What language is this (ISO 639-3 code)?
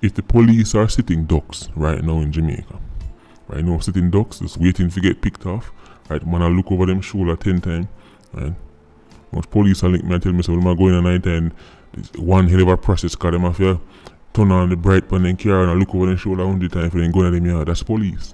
jam